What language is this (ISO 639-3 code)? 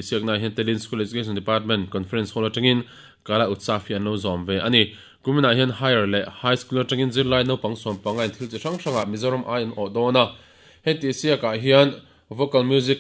lus